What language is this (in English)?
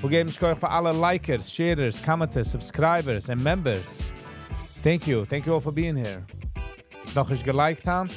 Yiddish